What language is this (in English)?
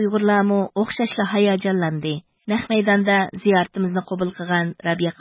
Uyghur